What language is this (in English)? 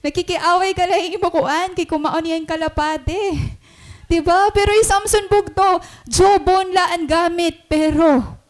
Waray